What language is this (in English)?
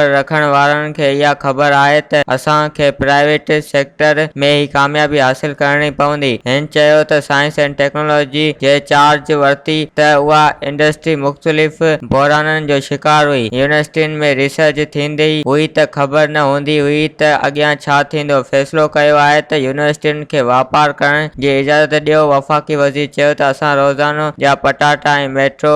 Sindhi